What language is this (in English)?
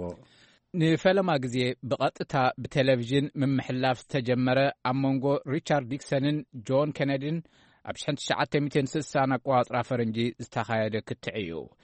Tigrinya